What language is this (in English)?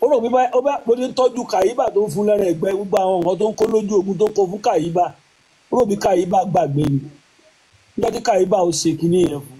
Yoruba